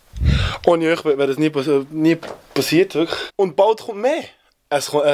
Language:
Swiss German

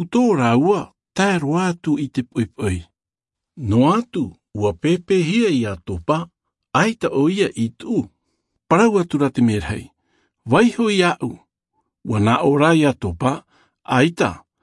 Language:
Albanian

